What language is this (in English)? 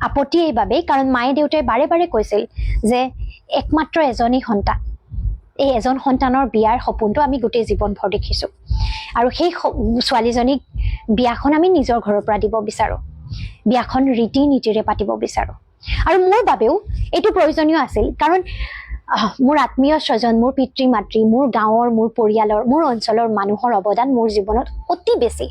Assamese